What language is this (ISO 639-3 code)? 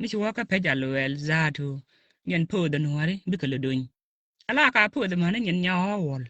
nus